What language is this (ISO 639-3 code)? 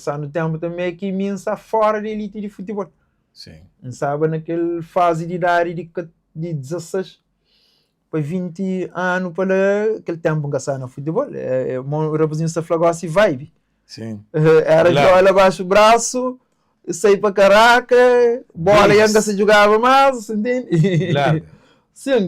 kea